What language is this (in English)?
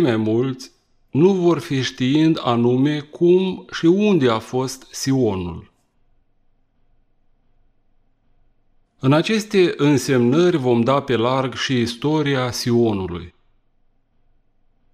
Romanian